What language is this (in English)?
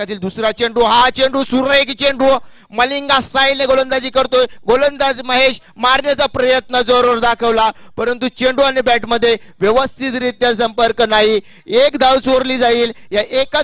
Marathi